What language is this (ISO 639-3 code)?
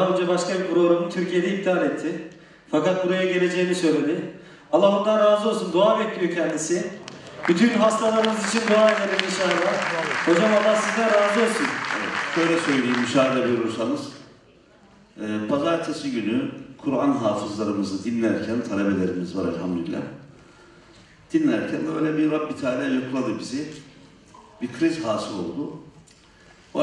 tur